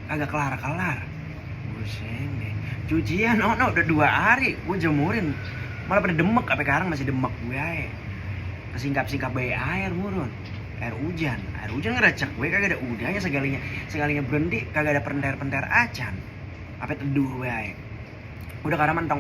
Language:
Betawi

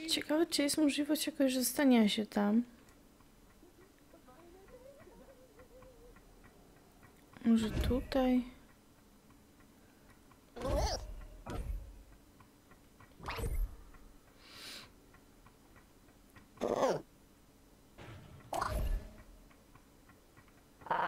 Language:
Polish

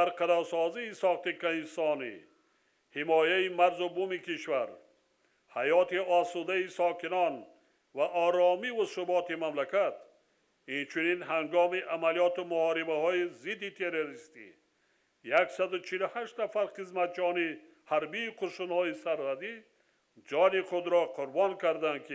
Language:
Tajik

